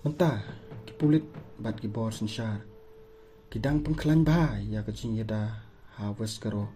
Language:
Khasi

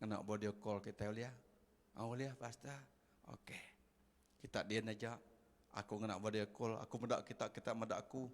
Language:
Iban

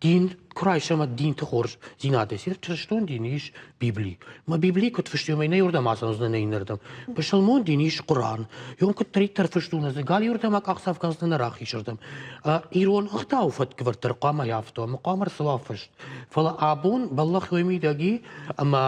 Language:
Ossetic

